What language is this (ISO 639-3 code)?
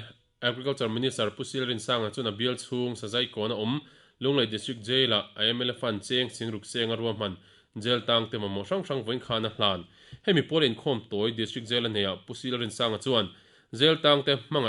lus